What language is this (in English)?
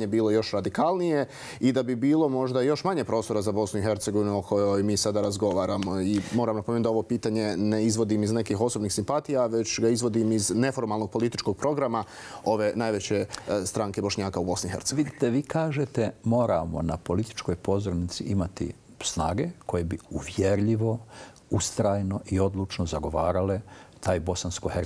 Bosnian